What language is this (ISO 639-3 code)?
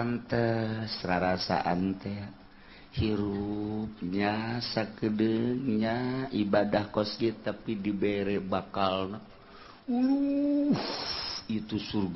sun